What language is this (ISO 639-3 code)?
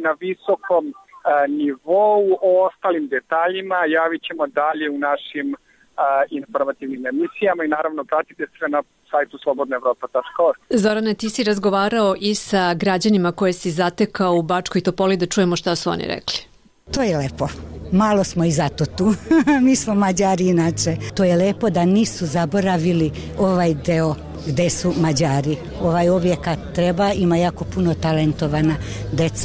srp